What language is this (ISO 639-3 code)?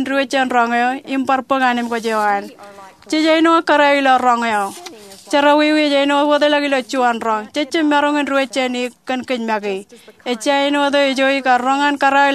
mah